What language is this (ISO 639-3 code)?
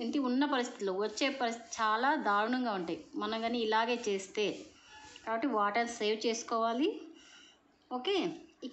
tel